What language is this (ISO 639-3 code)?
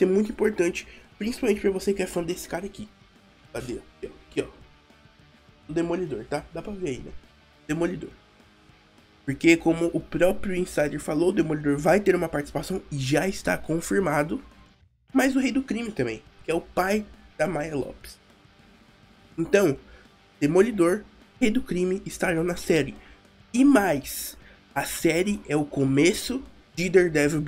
por